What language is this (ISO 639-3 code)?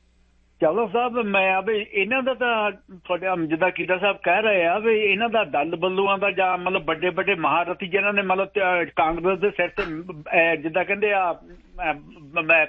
pan